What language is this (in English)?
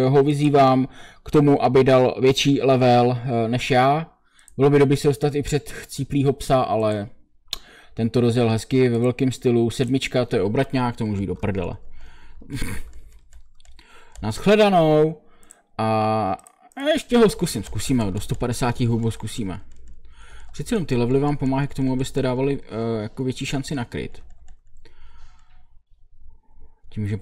Czech